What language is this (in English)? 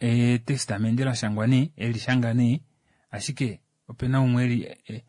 Kuanyama